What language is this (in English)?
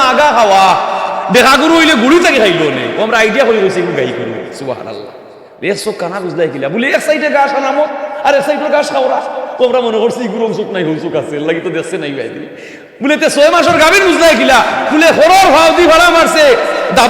Sylheti